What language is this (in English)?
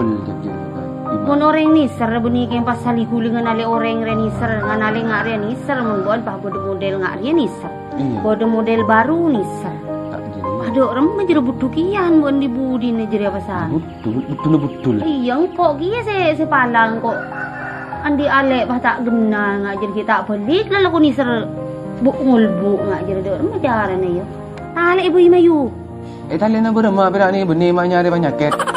Madurese